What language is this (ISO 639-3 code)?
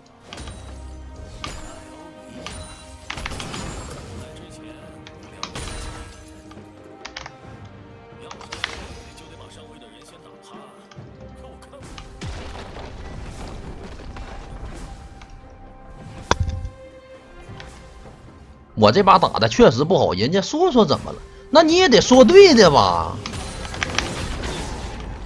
zho